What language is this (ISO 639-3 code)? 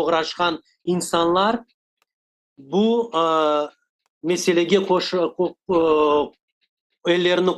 crh